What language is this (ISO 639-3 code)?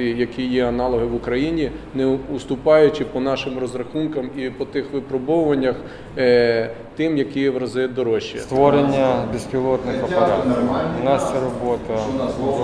ukr